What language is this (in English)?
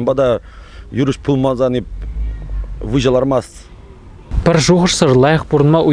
Chuvash